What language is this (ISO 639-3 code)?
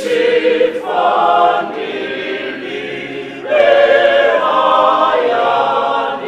ven